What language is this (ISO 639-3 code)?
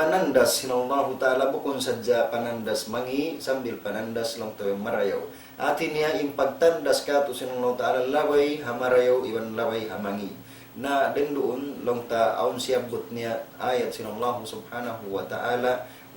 tsg